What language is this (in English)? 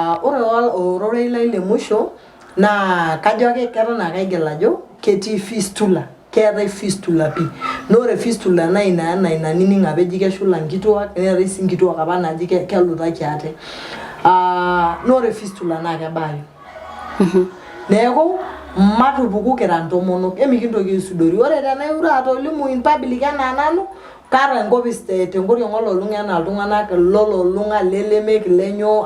Masai